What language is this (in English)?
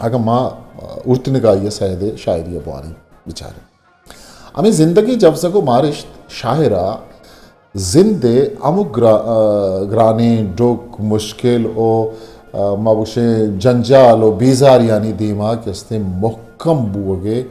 Eastern Balochi